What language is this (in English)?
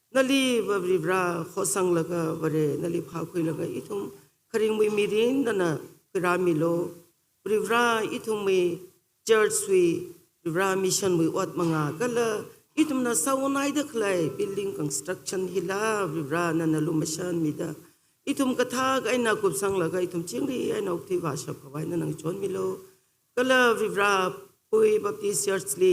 Tangkhul Naga (India)